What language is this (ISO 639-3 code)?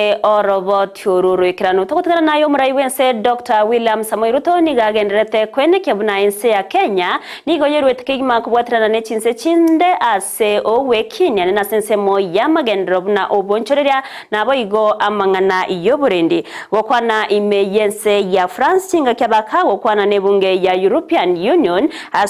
guz